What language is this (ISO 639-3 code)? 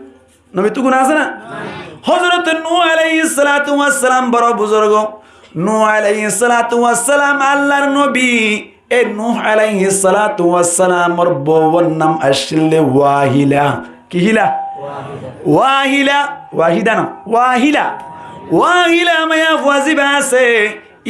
rhg